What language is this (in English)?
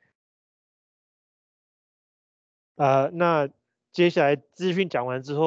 Chinese